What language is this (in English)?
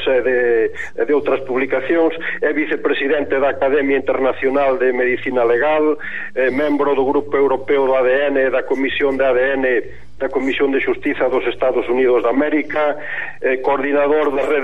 Galician